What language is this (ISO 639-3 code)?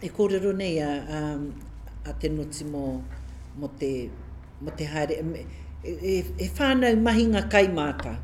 mri